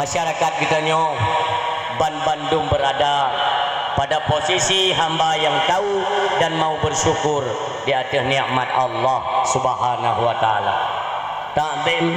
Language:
Achinese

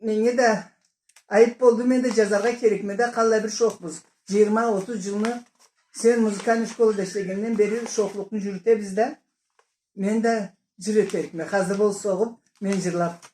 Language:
Karachay-Balkar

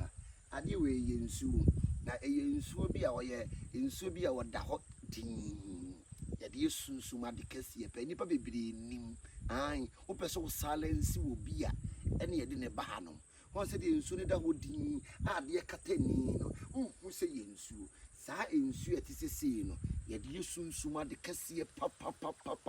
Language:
Akan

